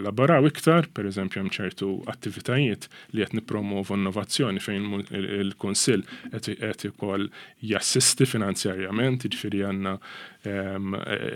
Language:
Maltese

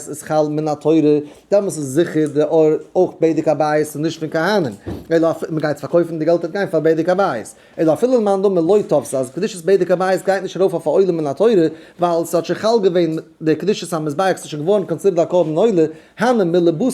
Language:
Yiddish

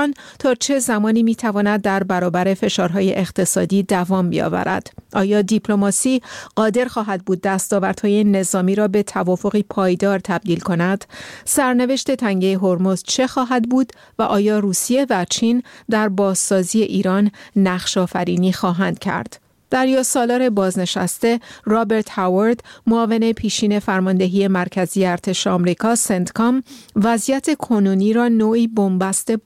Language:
Persian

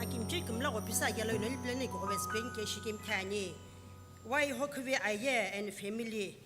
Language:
Sumi Naga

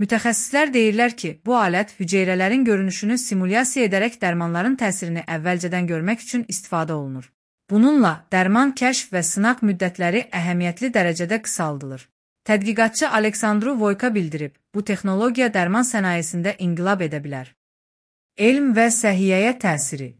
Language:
Azerbaijani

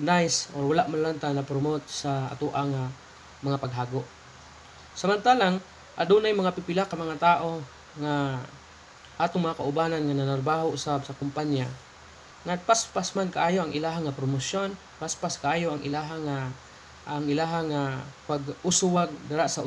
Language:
Cebuano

